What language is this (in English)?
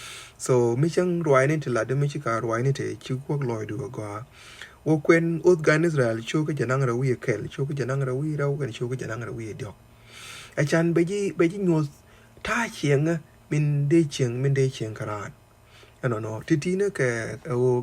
Nuer